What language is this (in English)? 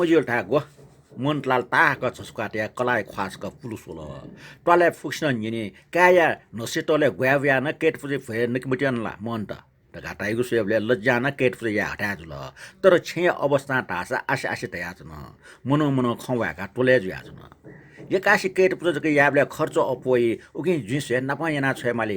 Newari